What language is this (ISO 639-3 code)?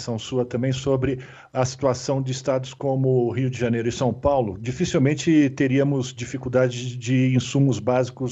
por